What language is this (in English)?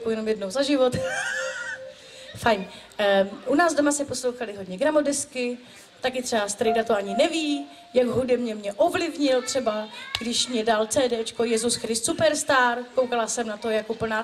Czech